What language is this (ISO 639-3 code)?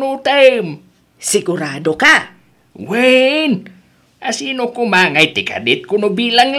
ilo